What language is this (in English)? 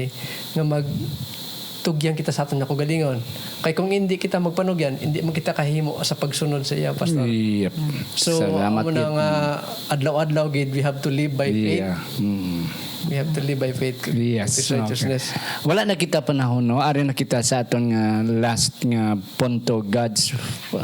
Hiligaynon